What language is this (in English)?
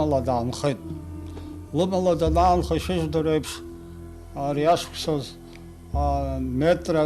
Abkhazian